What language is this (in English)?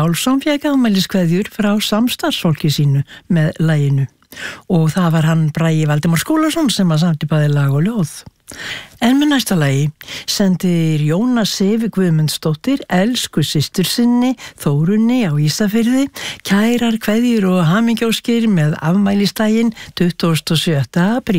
Icelandic